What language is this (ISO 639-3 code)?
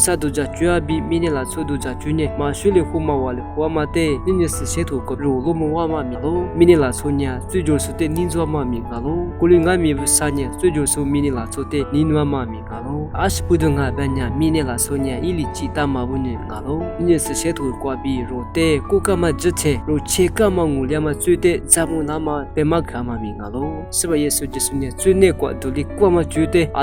lis